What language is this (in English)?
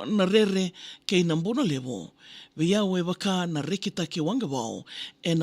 Fijian